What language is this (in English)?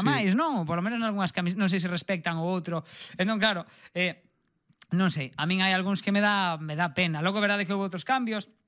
Galician